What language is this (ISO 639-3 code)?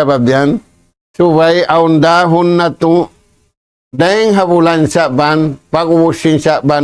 tsg